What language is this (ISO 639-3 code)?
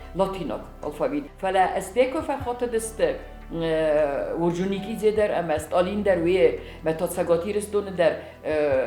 oss